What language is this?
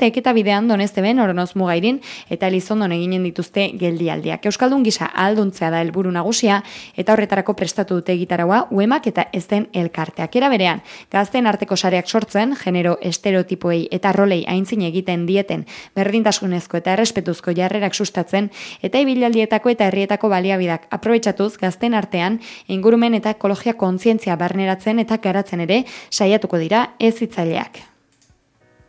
Basque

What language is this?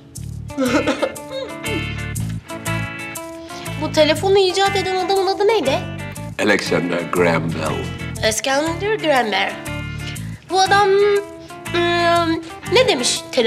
Turkish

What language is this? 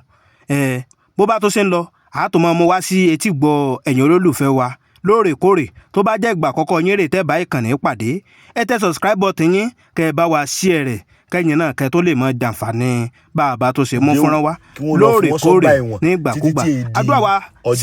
Yoruba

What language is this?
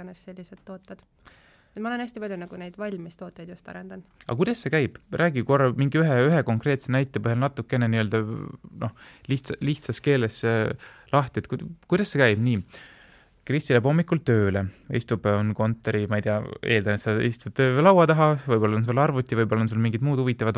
Estonian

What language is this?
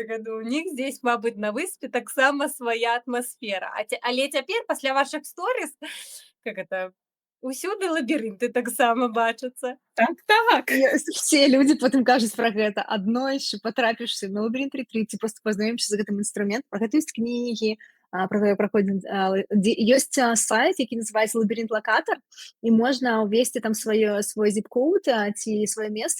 Belarusian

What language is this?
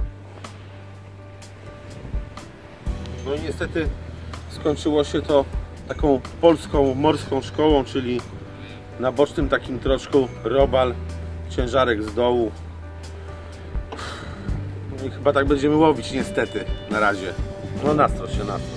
Polish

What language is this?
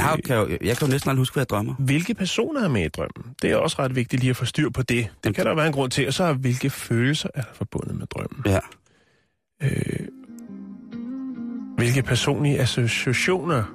Danish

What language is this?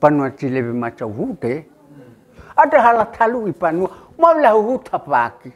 Nias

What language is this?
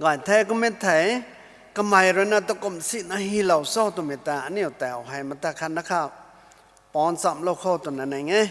Rongmei Naga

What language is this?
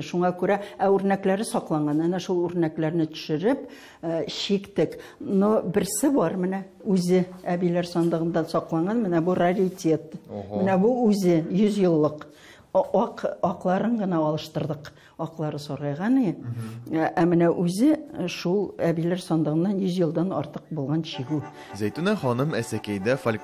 Tatar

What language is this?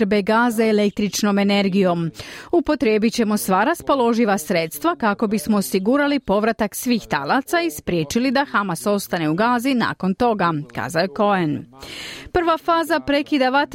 Croatian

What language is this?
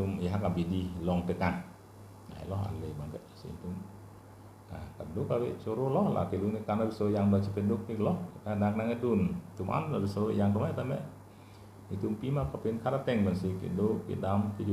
Karbi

